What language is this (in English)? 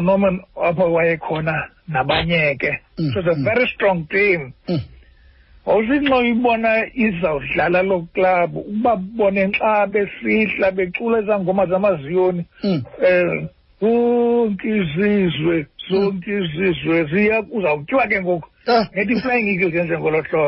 Xhosa